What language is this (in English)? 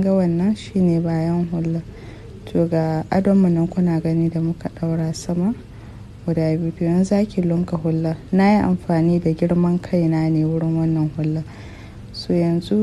Hausa